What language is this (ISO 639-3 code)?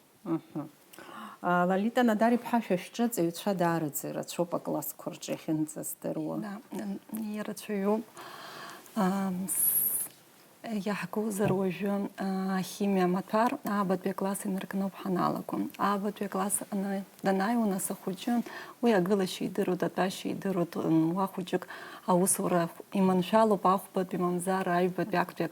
abk